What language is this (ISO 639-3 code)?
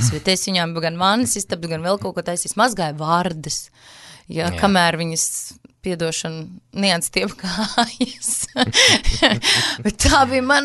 lav